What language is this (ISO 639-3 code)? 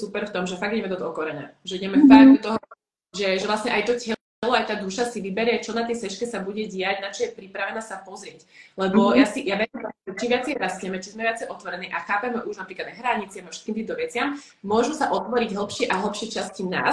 slk